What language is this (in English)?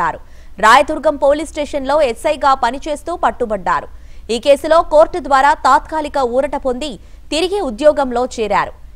Telugu